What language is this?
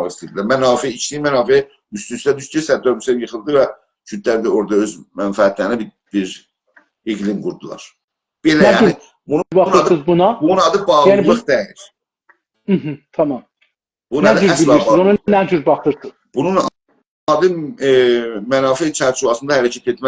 South Azerbaijani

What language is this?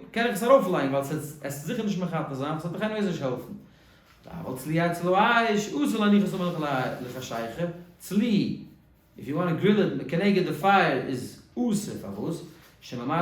Yiddish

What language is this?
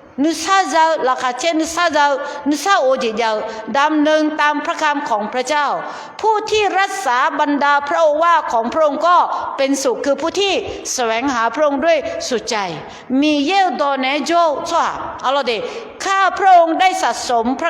Akha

